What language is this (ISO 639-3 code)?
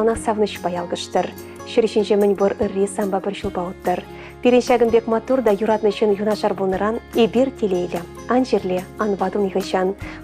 chv